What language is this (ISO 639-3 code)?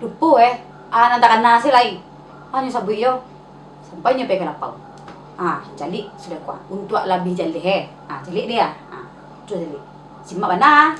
min